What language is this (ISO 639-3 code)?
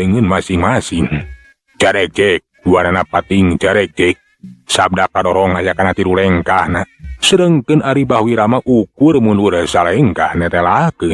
sun